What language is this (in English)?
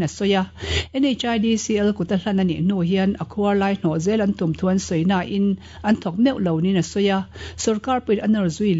Mizo